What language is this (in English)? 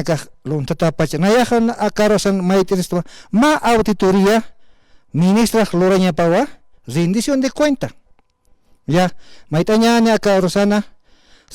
Aymara